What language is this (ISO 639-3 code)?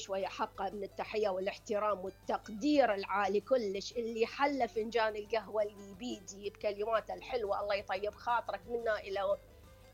acm